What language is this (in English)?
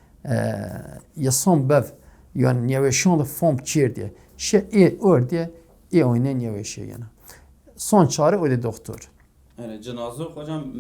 Zaza